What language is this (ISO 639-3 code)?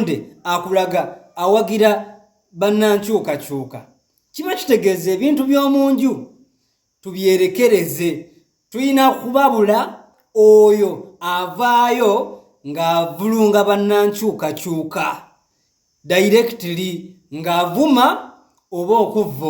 lug